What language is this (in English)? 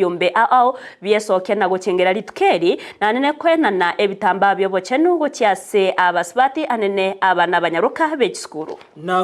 Gusii